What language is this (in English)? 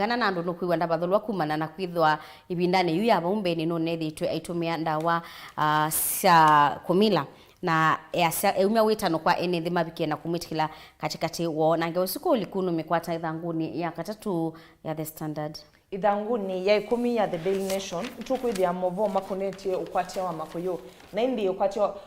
Kamba